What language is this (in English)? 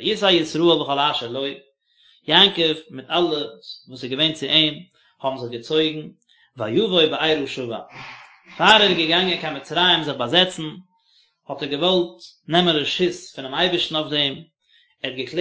Yiddish